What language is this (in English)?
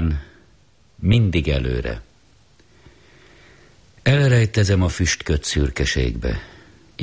Hungarian